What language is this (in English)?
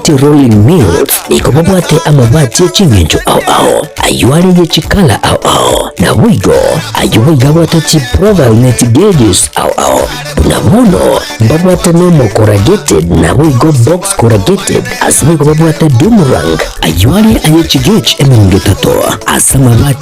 Gusii